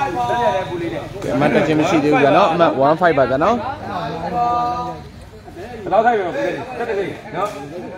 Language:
Burmese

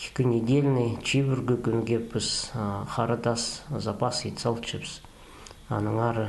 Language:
Khakas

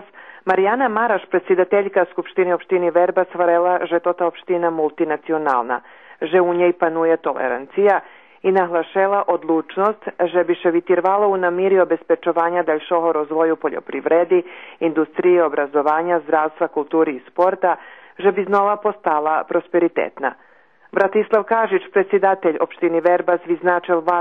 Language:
Rusyn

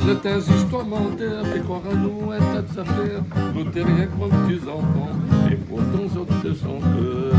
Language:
Réunion Creole French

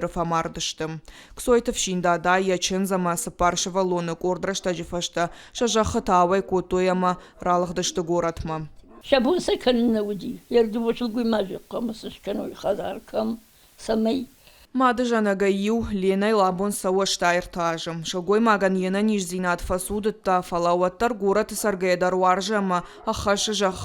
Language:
Ossetic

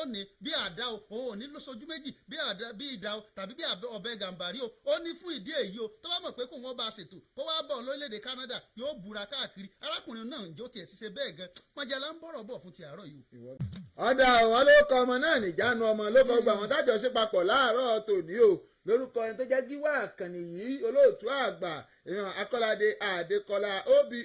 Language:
Yoruba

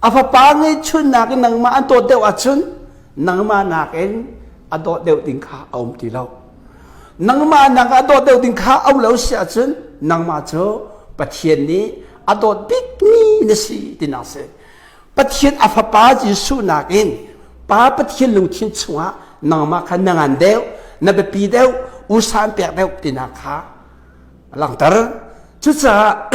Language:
Hakha Chin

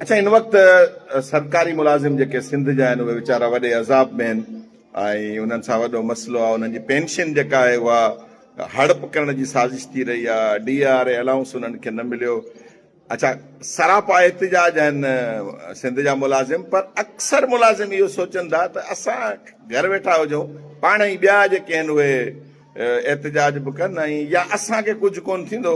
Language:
Sindhi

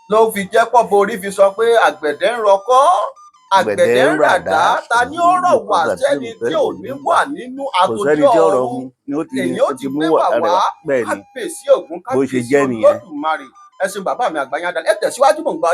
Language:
Yoruba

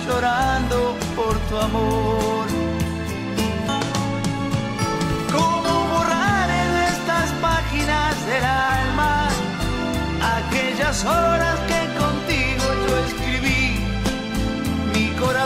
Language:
Spanish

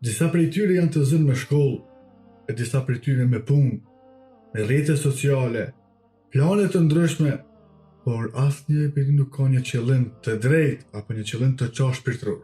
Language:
Albanian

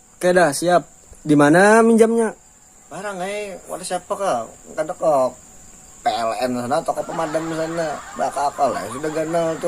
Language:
Banjar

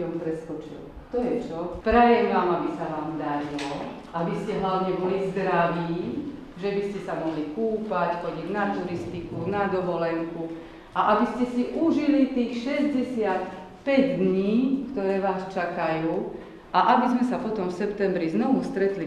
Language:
Slovak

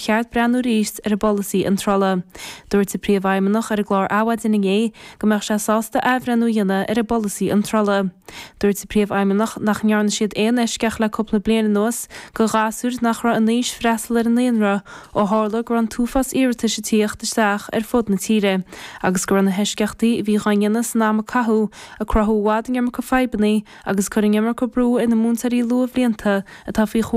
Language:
Irish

